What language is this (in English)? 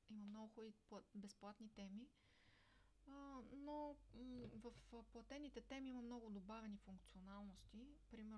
Bulgarian